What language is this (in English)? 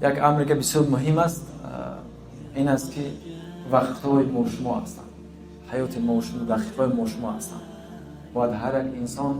Tajik